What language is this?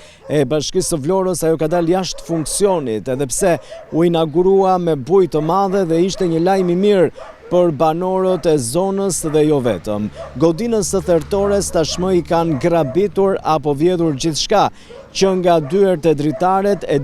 Albanian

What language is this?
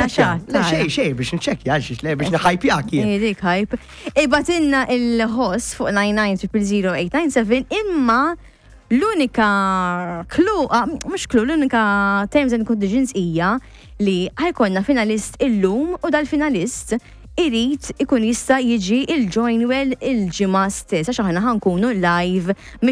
Maltese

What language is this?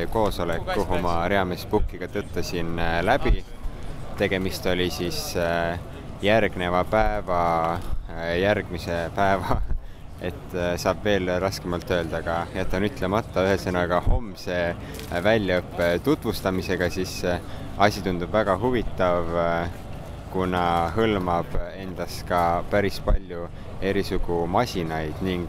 Estonian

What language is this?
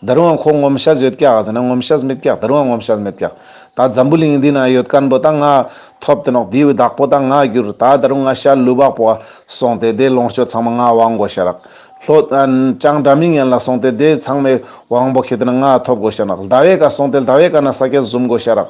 Ladakhi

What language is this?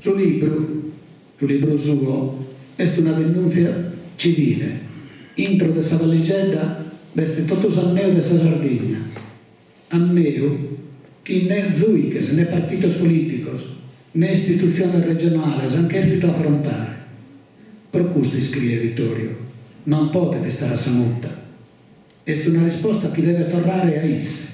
Sardinian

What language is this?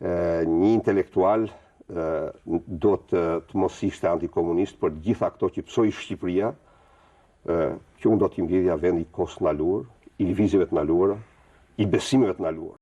Albanian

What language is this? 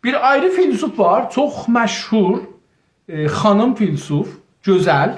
South Azerbaijani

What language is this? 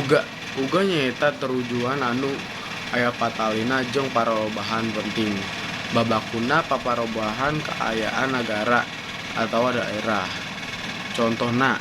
Sundanese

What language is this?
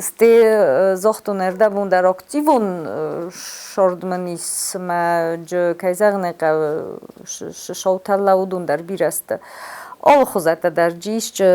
Ossetic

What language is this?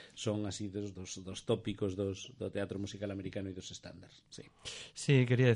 Galician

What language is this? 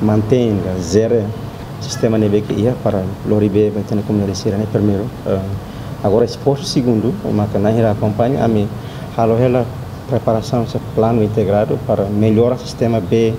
Tetum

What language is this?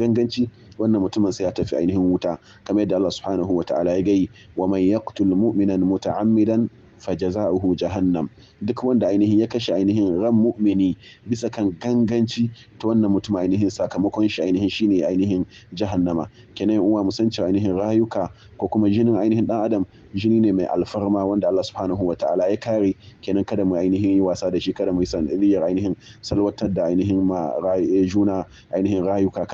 Hausa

